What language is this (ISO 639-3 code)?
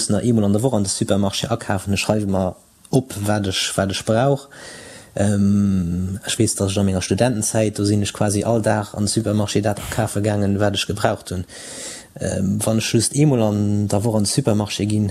ltz